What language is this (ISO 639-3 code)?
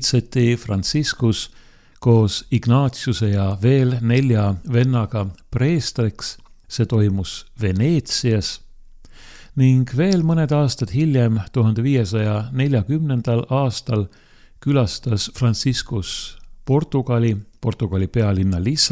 est